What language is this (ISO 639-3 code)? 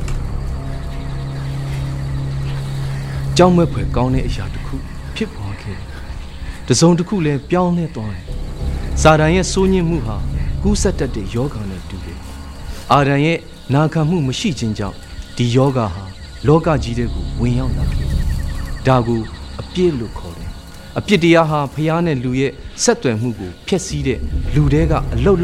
mya